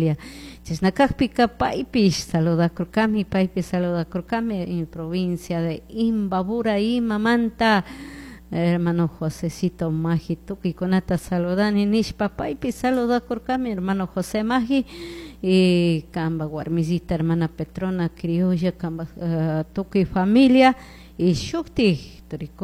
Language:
Chimborazo Highland Quichua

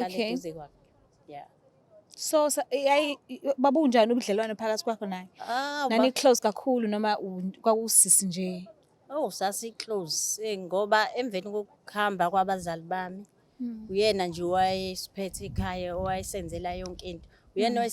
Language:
Zulu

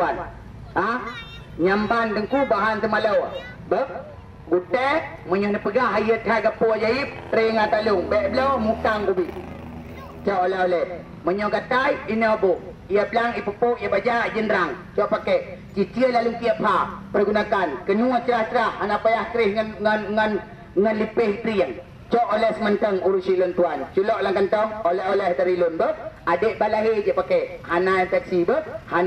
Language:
Achinese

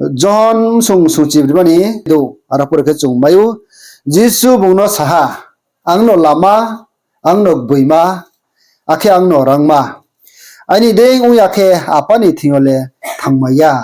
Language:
Riang (India)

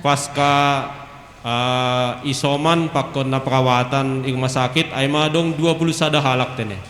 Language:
Batak Simalungun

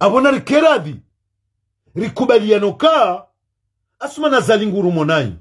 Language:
Ngazidja Comorian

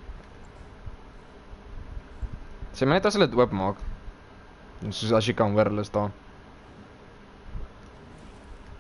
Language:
Afrikaans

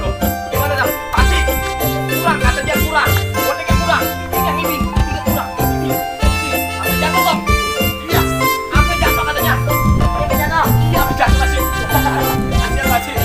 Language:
Betawi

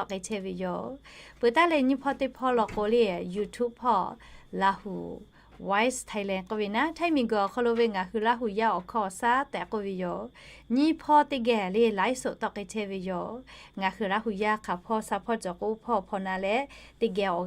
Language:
Lahu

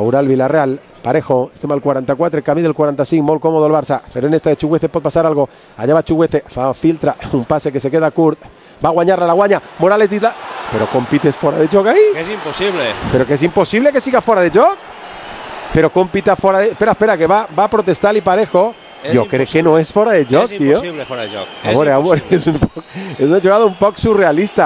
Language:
Catalan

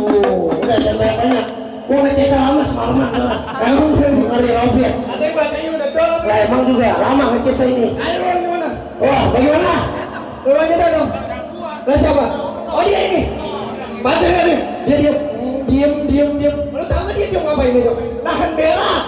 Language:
Betawi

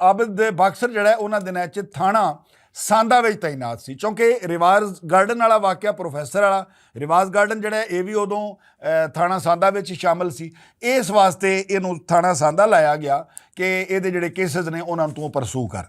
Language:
Western Panjabi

